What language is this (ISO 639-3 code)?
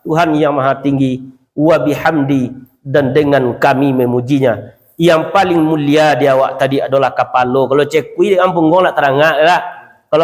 min